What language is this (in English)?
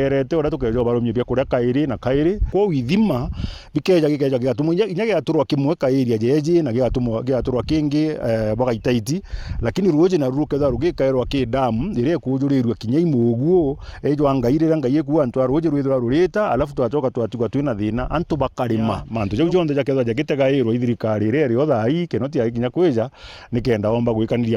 Meru